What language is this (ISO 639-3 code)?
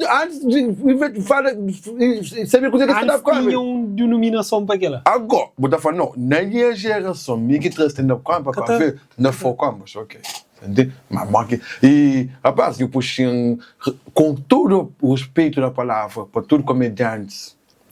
kea